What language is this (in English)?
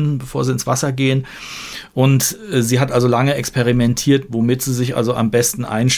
German